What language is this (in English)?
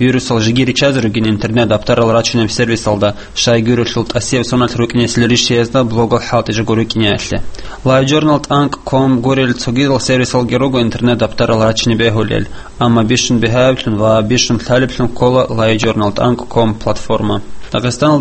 Avaric